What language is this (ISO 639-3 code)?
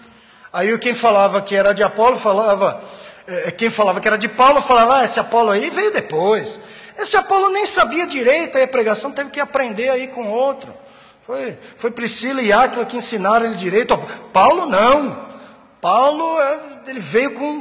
por